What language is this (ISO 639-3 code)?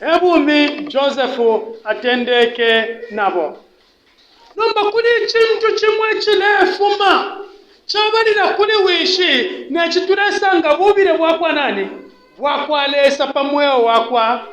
bem